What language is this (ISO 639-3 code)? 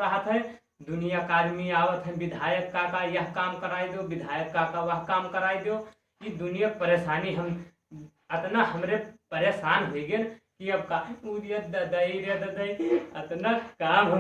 awa